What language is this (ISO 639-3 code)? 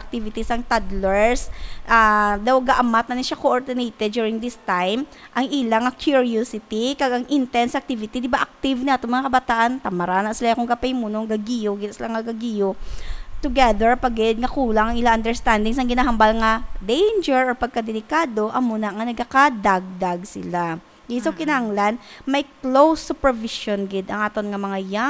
hil